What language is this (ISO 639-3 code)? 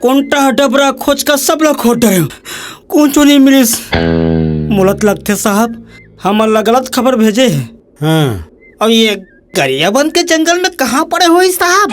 hne